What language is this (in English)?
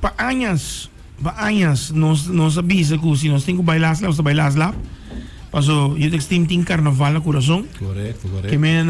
Papiamento